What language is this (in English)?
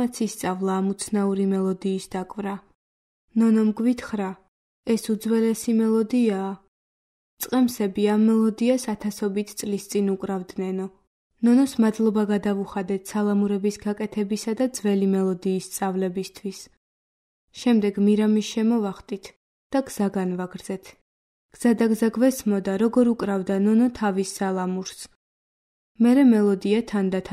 Georgian